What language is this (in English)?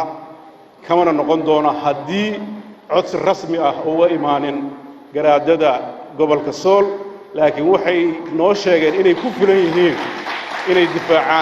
Somali